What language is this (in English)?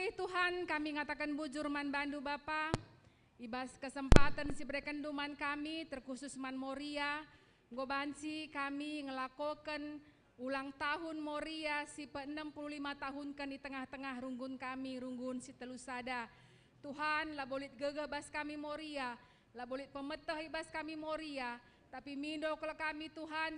Batak Karo